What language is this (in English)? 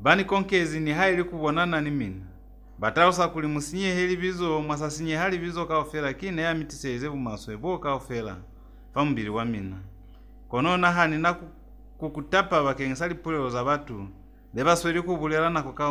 Lozi